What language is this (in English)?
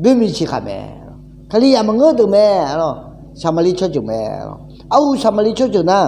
Akha